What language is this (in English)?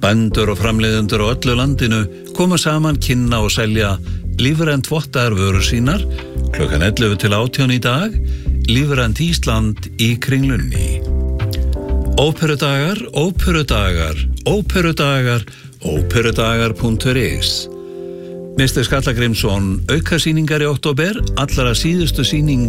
Icelandic